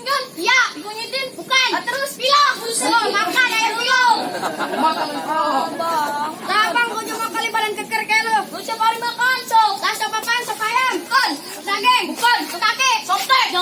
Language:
Betawi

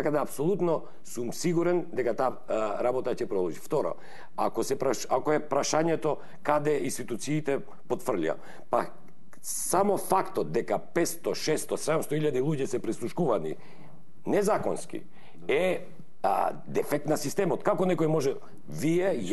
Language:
Macedonian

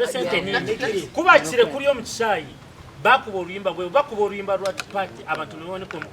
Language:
Nyankole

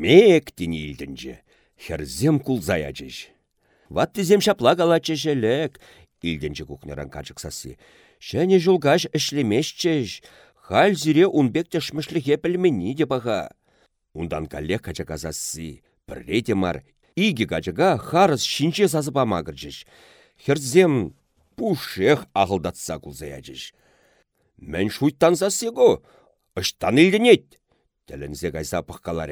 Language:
Chuvash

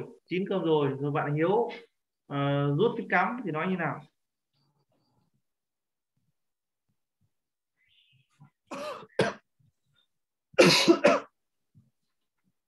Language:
Vietnamese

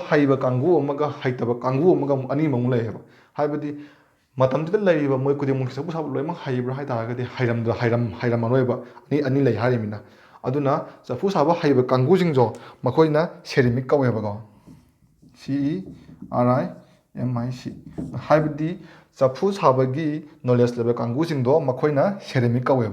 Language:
Manipuri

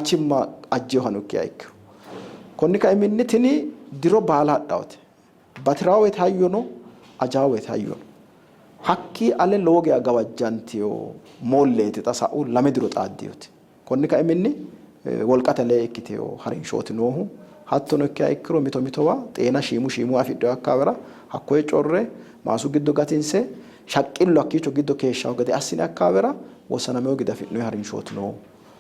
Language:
Sidamo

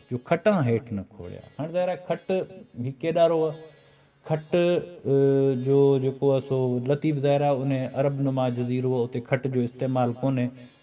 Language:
Sindhi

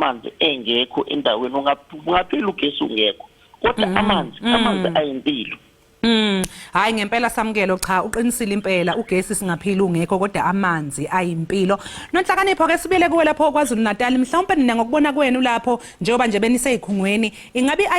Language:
Zulu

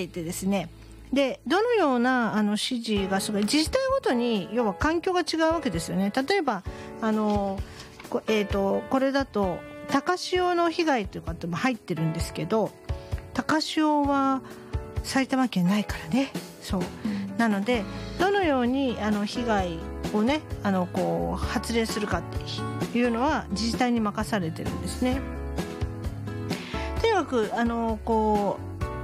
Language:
Japanese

